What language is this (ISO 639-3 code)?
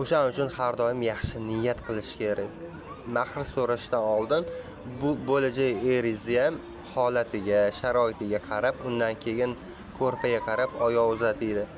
uzb